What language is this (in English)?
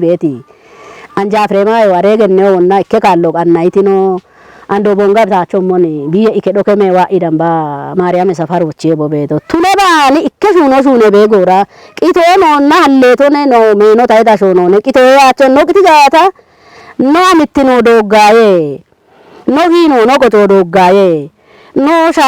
Kafa